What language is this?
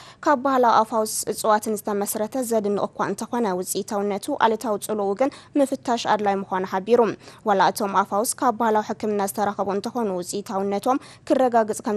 Tigrinya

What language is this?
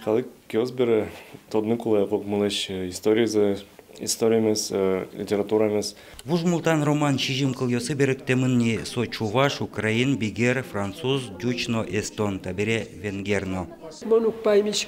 Udmurt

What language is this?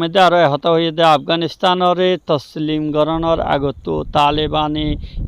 Rohingya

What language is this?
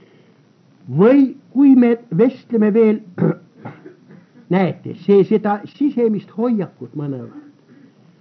Estonian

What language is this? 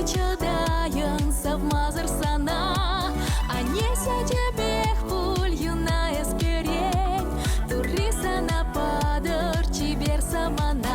Chuvash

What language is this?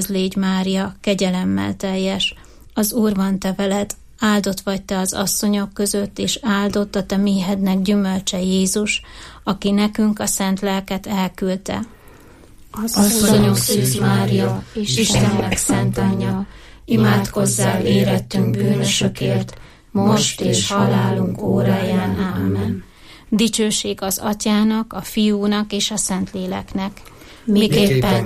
Hungarian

